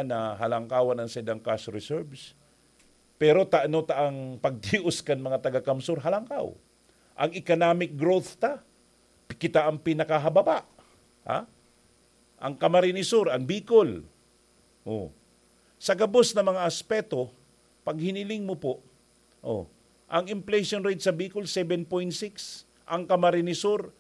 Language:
Bikol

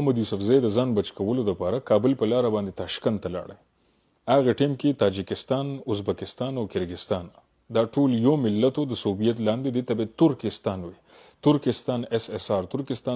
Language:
Pashto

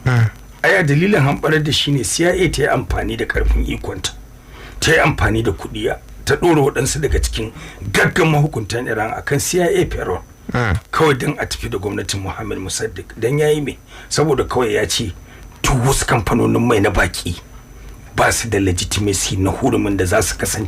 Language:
Hausa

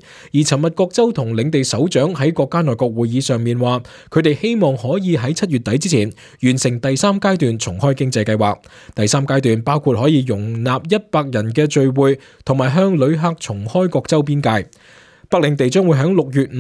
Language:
Cantonese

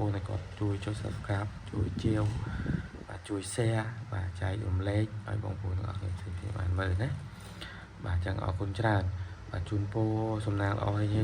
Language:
Khmer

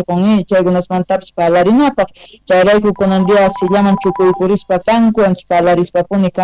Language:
South Bolivian Quechua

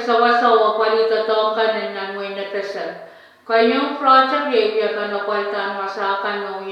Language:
Pohnpeian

